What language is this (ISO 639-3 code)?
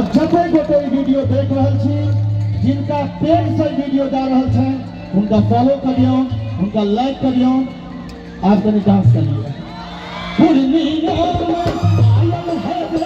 mai